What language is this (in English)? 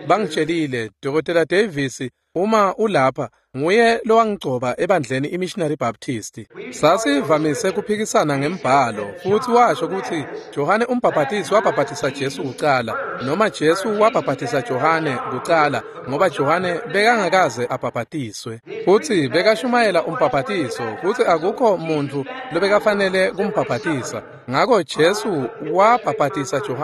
Swati